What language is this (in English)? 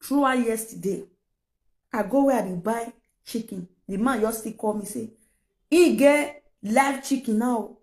Nigerian Pidgin